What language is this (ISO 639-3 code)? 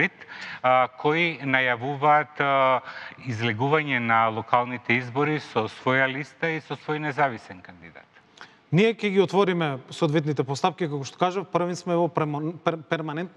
mkd